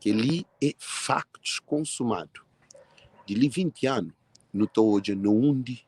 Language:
Kabuverdianu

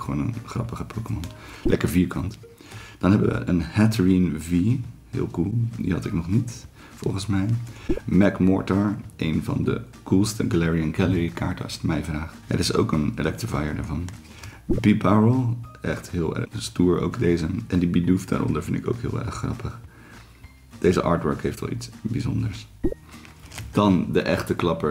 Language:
Dutch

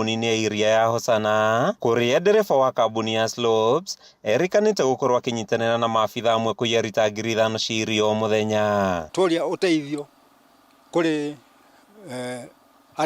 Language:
Kikuyu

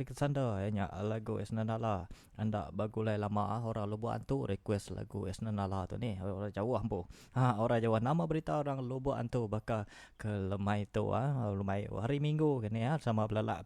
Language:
Iban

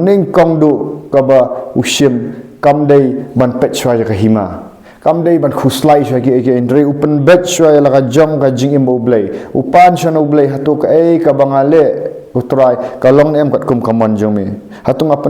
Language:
Khasi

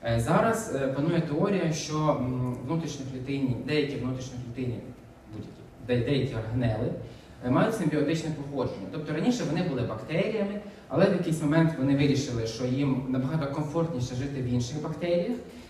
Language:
Ukrainian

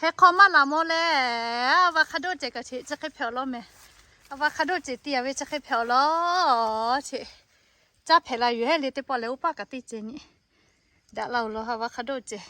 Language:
Lahu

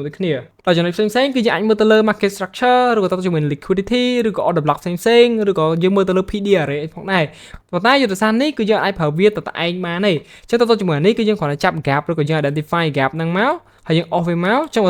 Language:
Khmer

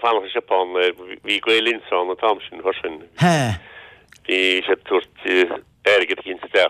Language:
Irish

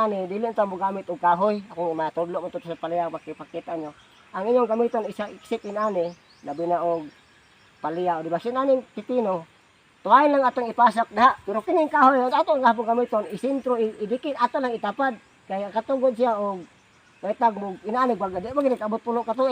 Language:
Cebuano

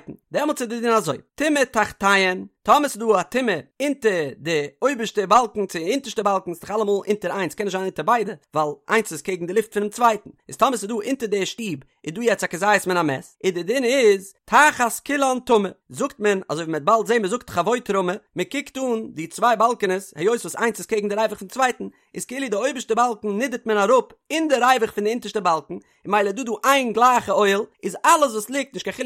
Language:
Yiddish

